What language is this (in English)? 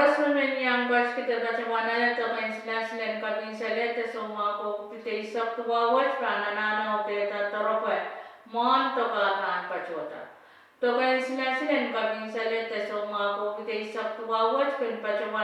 Pohnpeian